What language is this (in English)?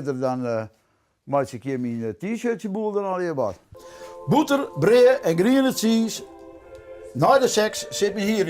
Western Frisian